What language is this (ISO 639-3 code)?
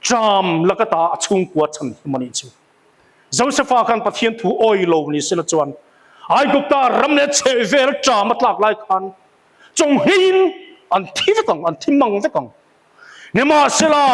lus